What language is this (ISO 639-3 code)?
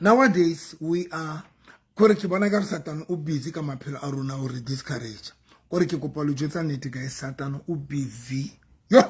sot